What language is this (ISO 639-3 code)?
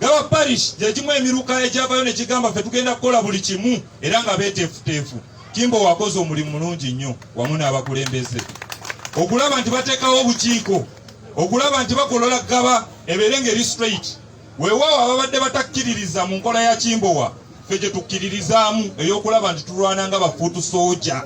lug